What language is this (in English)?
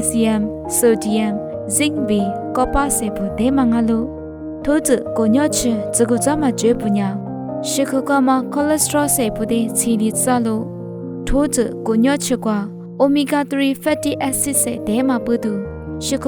Lisu